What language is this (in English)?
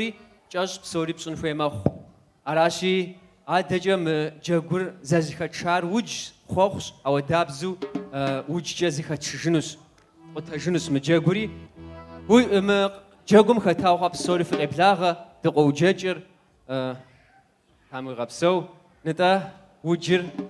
Kabardian